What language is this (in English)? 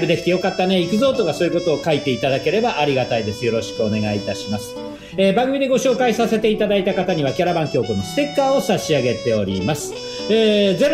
Japanese